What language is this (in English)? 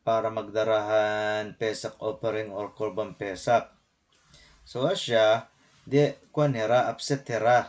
Waray